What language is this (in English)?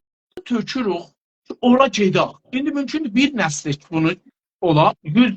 South Azerbaijani